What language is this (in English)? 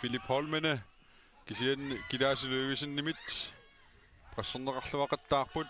Kalaallisut